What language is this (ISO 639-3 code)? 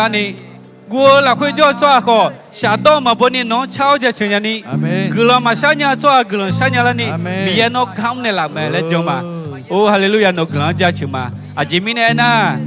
ahk